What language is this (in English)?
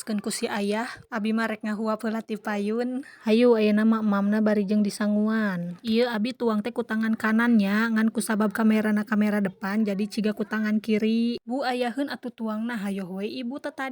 Sundanese